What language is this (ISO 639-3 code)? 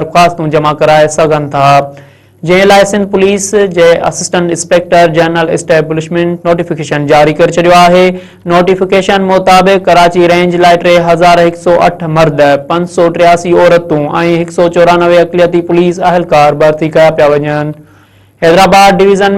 snd